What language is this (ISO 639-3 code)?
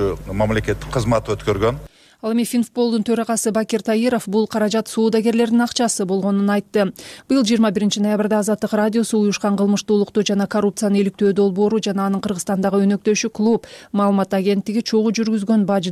kir